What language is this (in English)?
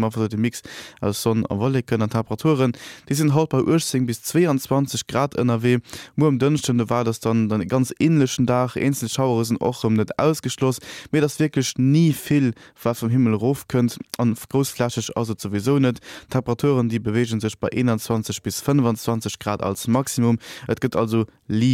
Luxembourgish